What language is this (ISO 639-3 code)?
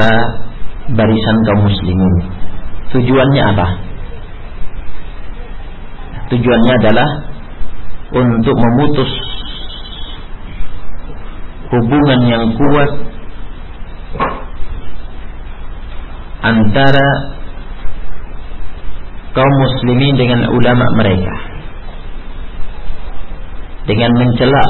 ind